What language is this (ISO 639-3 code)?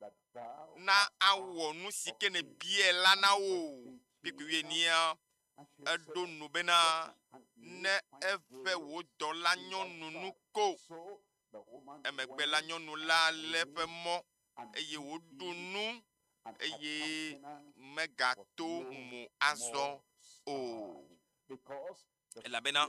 ewe